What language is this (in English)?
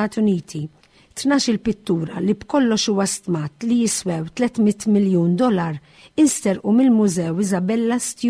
Maltese